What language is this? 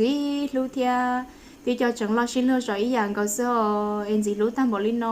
Hmong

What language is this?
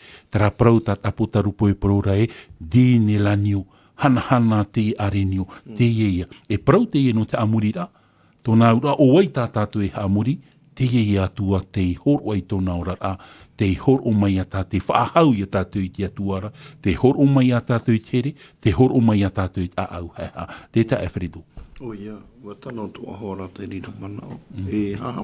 Tahitian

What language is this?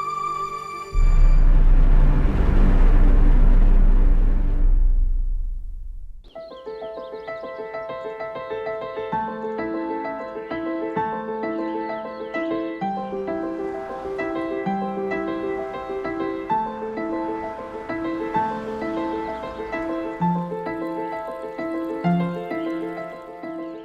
Ossetic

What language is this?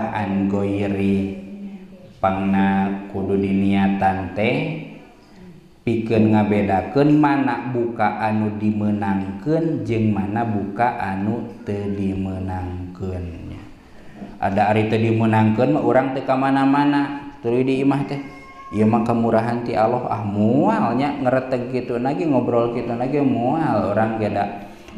Sundanese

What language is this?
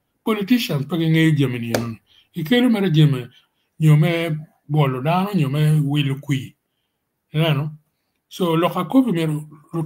Acoli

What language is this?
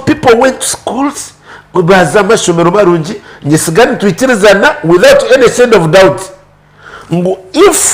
Nyankole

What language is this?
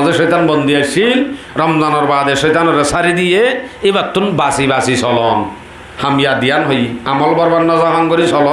Rohingya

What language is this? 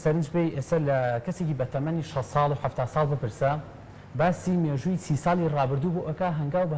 Central Kurdish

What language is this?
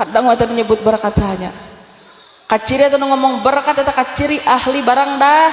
Sundanese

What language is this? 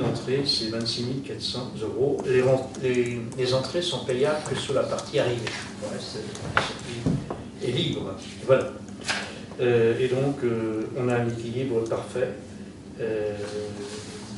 French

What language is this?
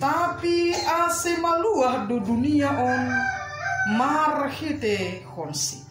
Batak Simalungun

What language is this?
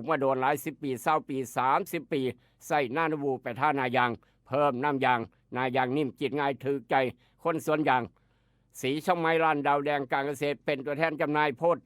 Northeastern Thai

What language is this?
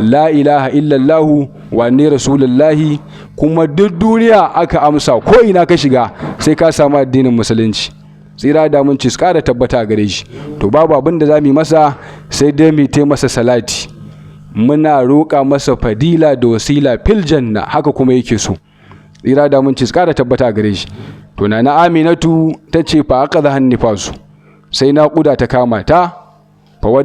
Hausa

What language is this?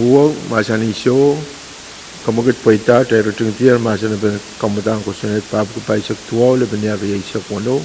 Pohnpeian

